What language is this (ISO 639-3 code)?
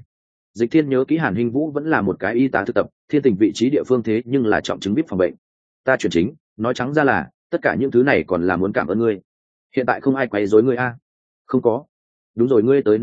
vie